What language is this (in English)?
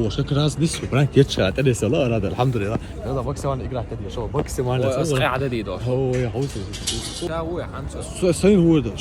Chechen